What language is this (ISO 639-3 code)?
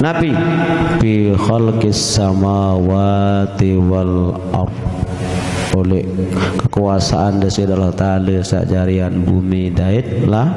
sas